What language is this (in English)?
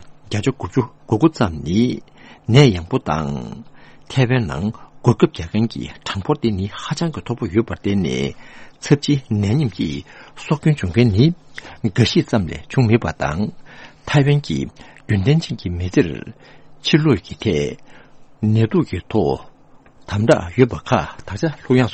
Tibetan